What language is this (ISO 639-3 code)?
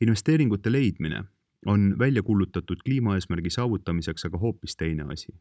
est